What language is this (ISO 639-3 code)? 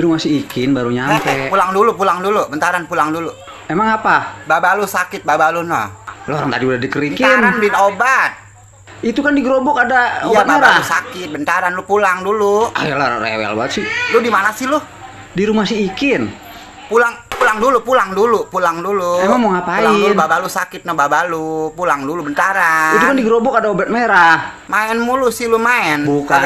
bew